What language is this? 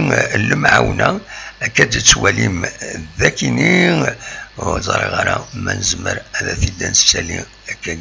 Kabyle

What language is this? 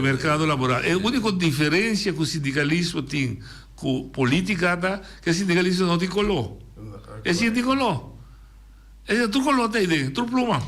Papiamento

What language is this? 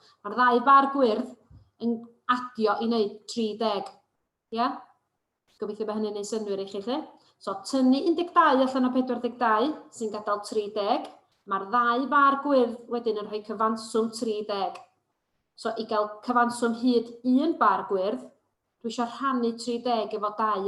Welsh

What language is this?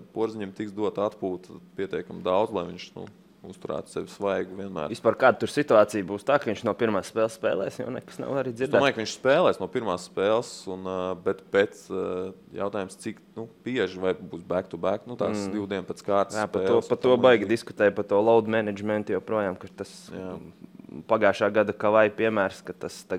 Latvian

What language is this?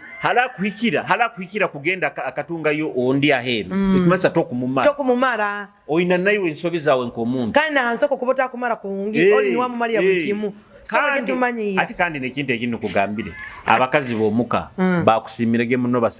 Nyoro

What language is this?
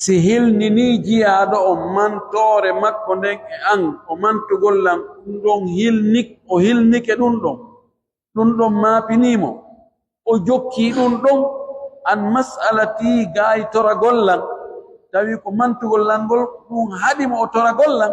Pular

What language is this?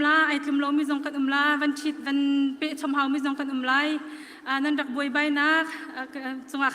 Hakha Chin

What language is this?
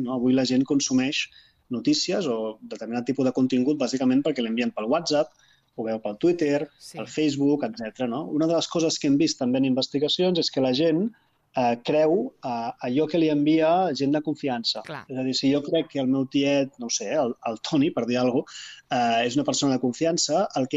Catalan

